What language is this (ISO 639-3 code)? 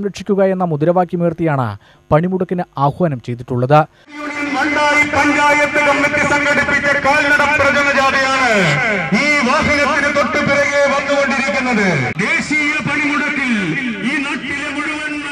mal